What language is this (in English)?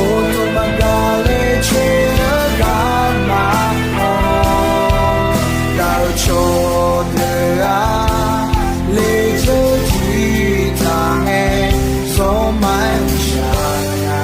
Akha